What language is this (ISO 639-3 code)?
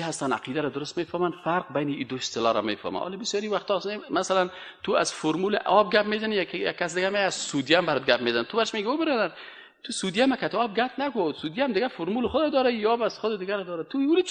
fas